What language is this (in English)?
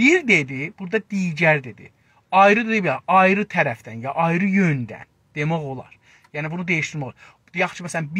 South Azerbaijani